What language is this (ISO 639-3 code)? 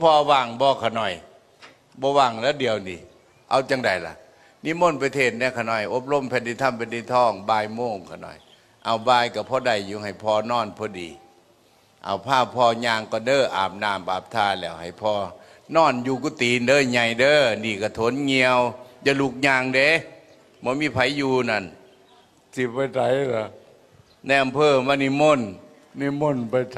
tts